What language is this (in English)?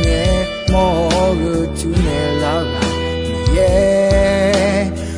Akha